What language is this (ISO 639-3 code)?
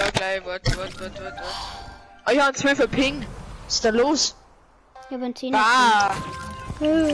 bar